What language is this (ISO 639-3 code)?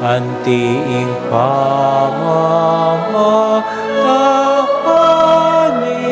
pam